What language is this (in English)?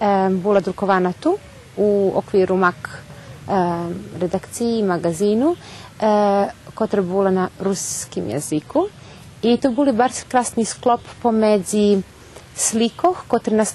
Rusyn